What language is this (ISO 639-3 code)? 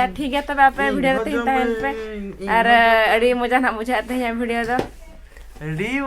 sat